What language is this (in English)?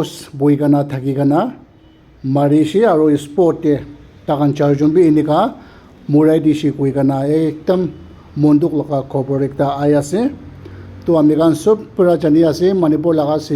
Naga Pidgin